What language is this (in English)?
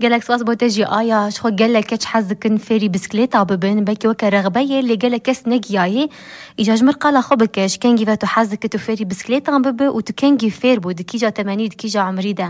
Kurdish